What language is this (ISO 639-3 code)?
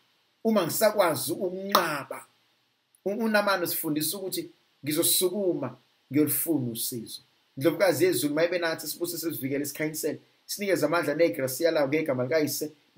zul